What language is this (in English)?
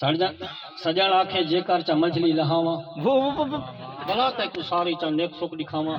Saraiki